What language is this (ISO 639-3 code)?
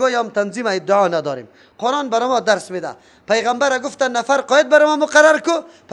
fas